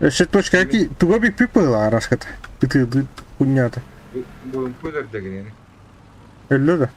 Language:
Yakut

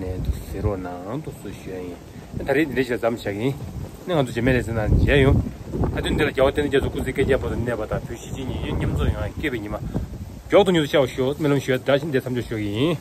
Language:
Tibetan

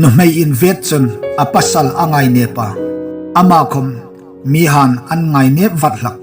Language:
Hmar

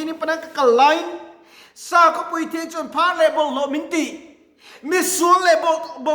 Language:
Mizo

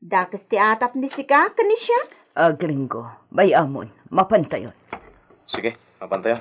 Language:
Iloko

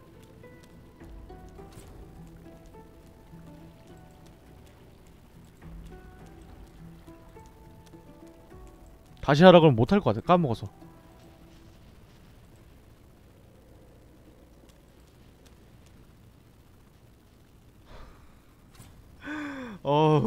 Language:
Korean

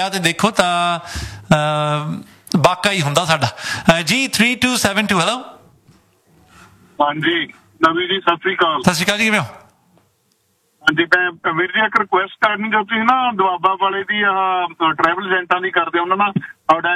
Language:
Punjabi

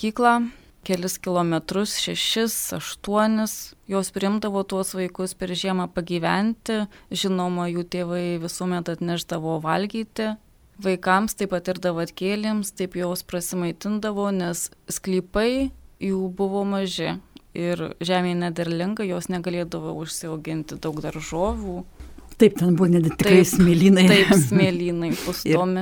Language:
Lithuanian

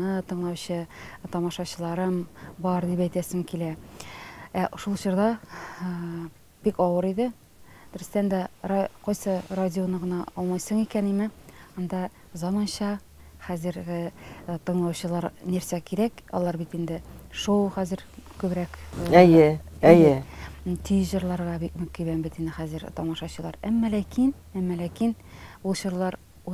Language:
Tatar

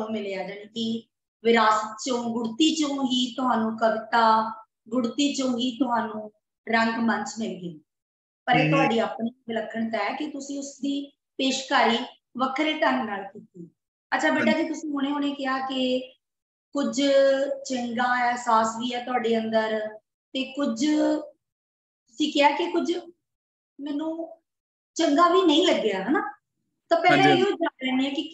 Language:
Punjabi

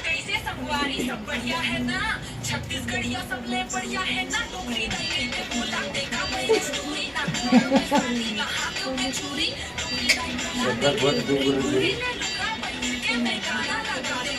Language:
Chhattisgarhi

